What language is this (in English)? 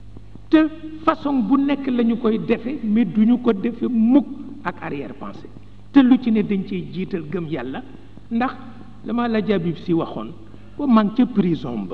Wolof